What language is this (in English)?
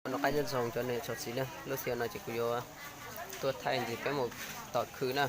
Hmong